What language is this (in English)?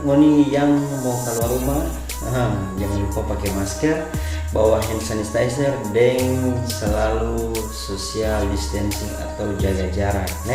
Manado Malay